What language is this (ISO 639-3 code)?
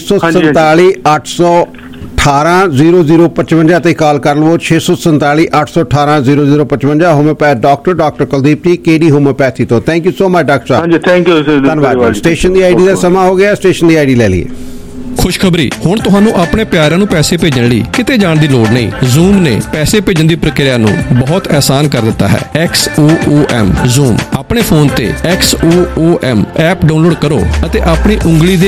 pan